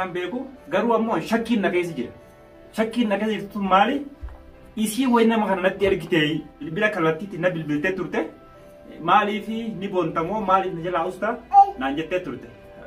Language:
Oromo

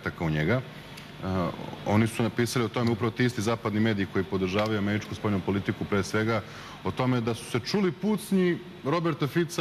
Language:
Serbian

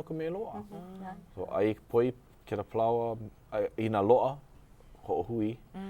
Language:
Hawaiian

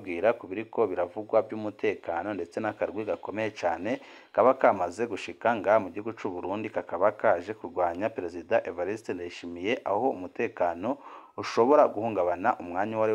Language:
Rundi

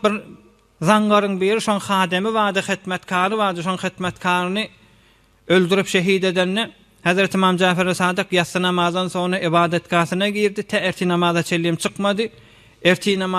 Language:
Turkmen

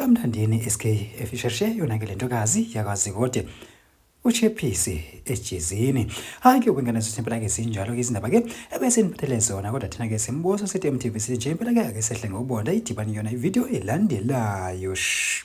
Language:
Zulu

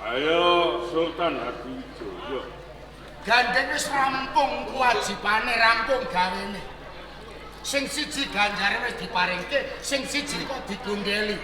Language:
Javanese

